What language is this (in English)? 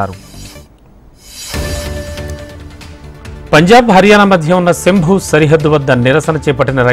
Telugu